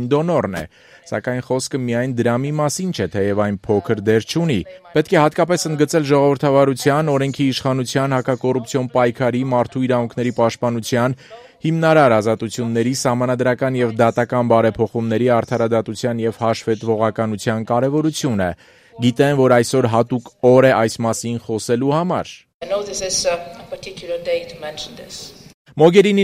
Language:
Armenian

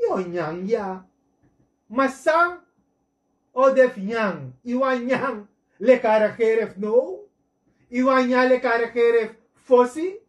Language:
Sranan Tongo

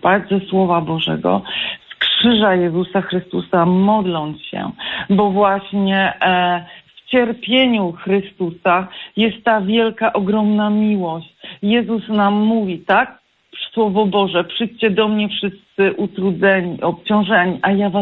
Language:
Polish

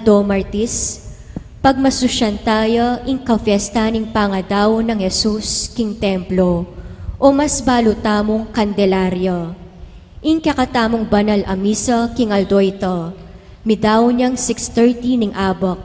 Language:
Pampanga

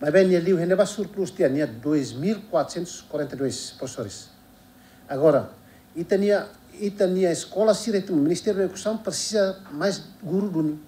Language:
Tetum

